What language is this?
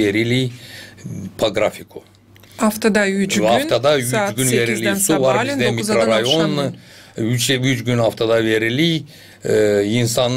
Gagauz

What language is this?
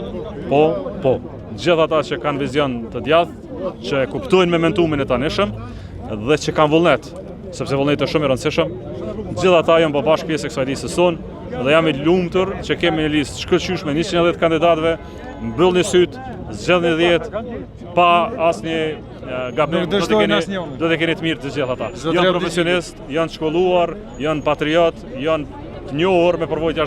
Albanian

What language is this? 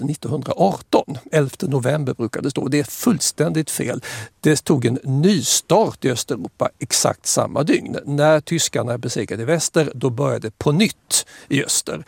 Swedish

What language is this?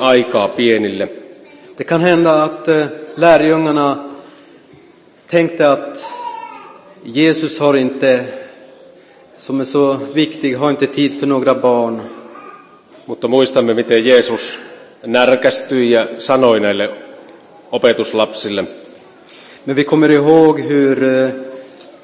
Finnish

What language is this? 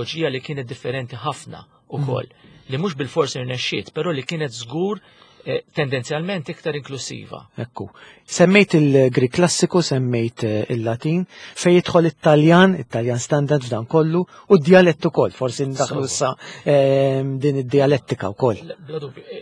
Maltese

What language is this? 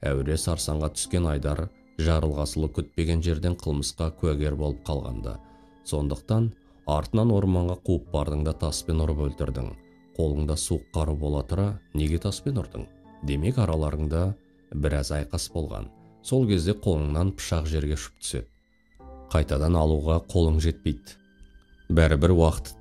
Kazakh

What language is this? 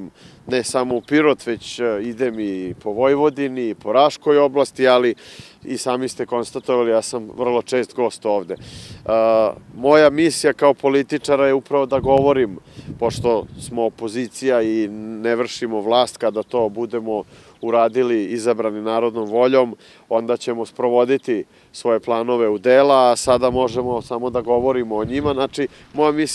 Serbian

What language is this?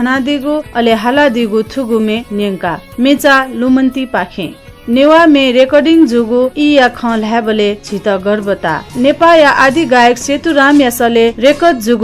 Newari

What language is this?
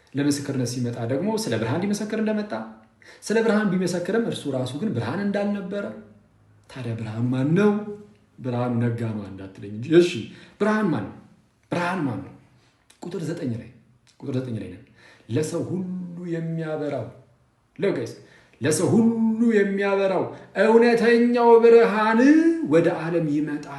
Amharic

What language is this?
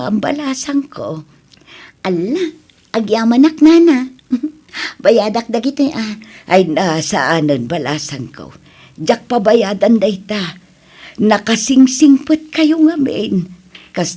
Iloko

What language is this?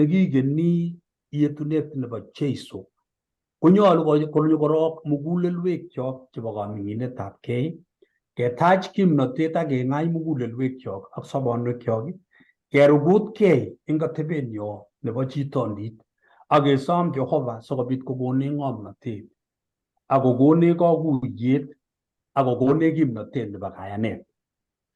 Kalenjin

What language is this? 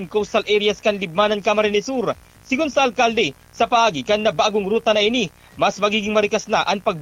Bikol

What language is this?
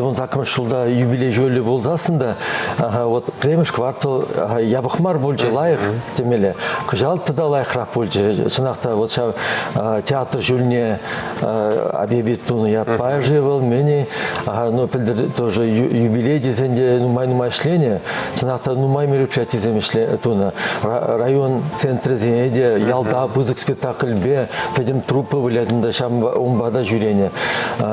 Chuvash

